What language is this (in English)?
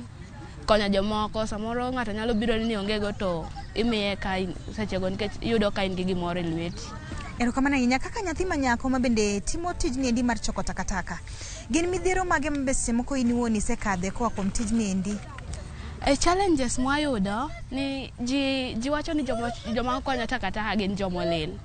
Luo (Kenya and Tanzania)